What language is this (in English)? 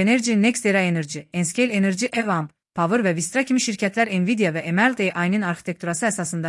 Azerbaijani